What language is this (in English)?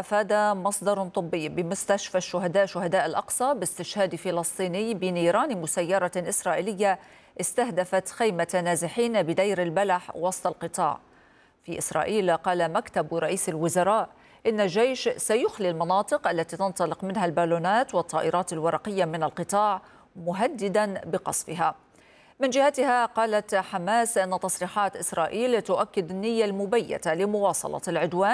Arabic